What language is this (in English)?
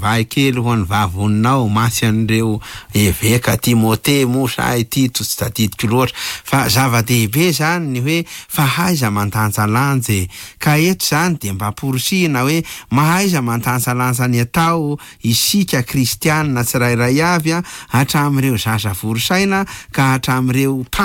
Malagasy